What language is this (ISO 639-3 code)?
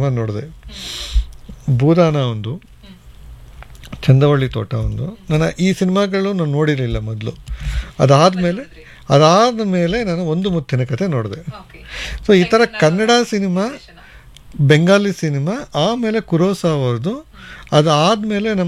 kan